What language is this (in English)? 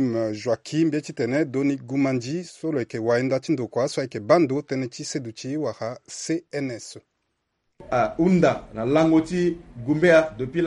Sango